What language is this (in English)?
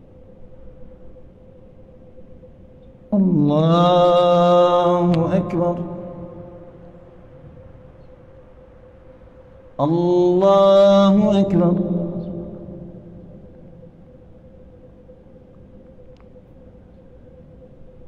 Arabic